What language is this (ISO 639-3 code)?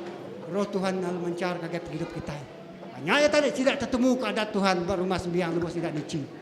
iba